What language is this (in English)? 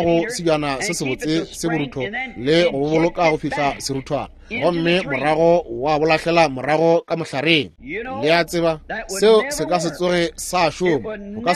Northern Sotho